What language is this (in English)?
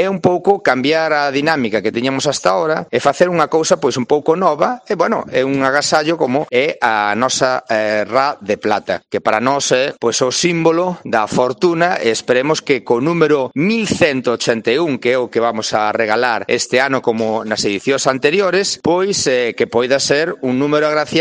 Galician